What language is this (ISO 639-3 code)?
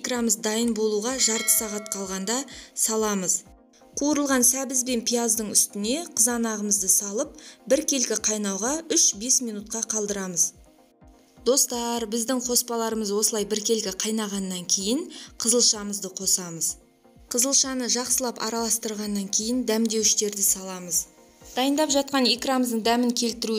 kaz